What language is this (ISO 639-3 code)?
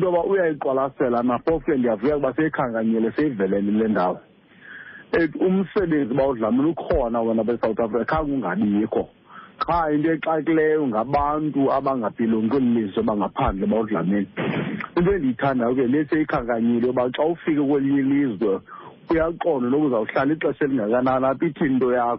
xho